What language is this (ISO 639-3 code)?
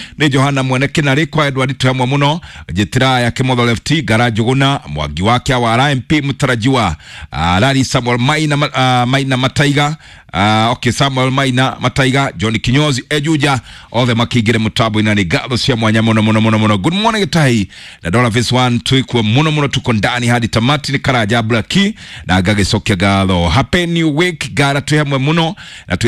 kik